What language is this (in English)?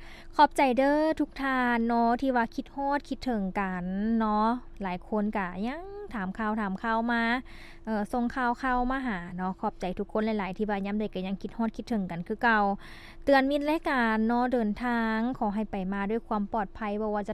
Lao